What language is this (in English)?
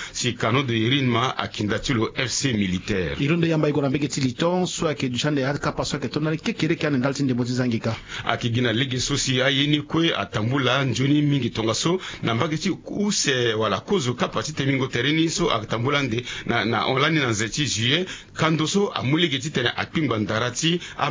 Sango